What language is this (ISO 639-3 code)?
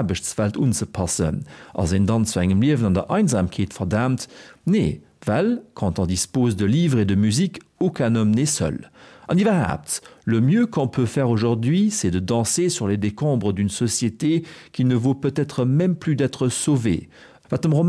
ltz